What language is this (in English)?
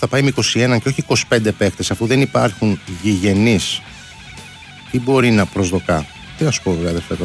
Greek